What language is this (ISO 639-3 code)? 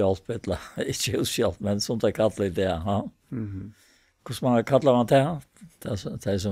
fao